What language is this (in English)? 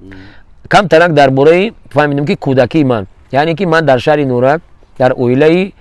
Tajik